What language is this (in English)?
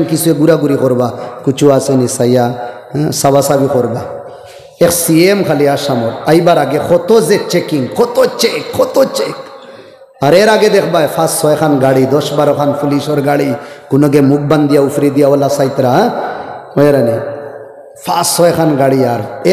Sylheti